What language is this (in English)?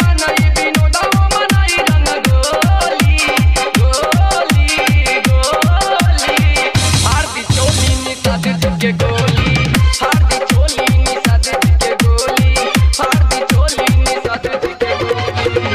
Bhojpuri